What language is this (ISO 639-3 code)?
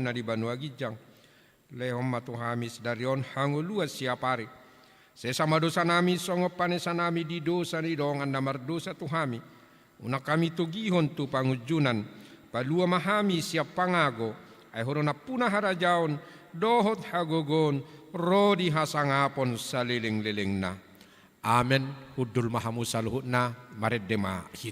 bbc